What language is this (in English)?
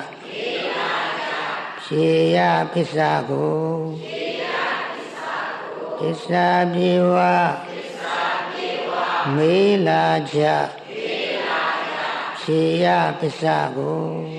Burmese